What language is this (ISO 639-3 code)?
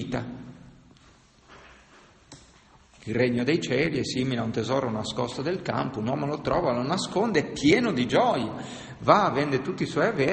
ita